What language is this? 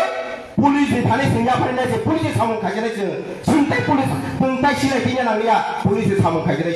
Kok Borok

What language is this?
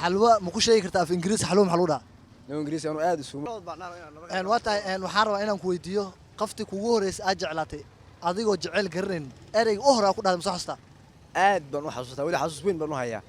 Somali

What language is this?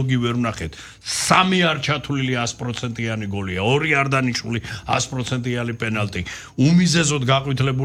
Georgian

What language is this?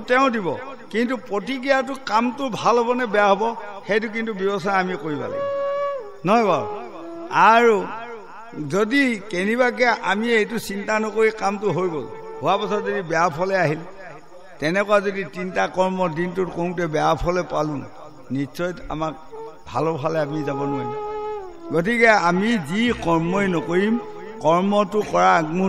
Assamese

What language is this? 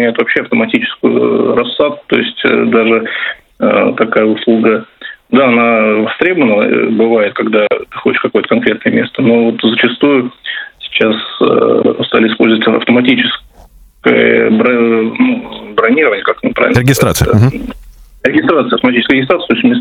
Russian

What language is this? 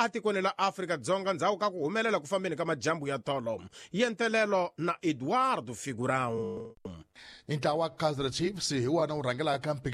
Tsonga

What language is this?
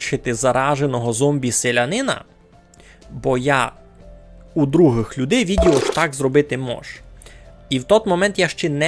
Rusyn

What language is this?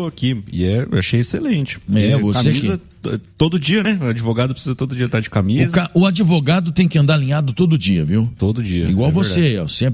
Portuguese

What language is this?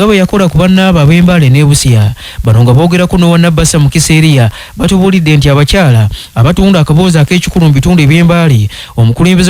Ganda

